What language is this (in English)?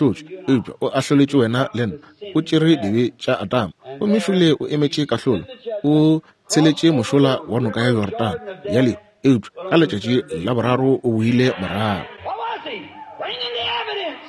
Northern Sotho